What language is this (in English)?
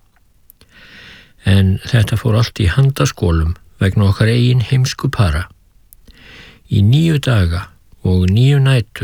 Icelandic